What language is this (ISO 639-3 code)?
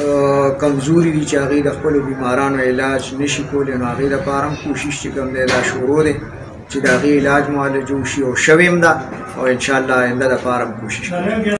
pus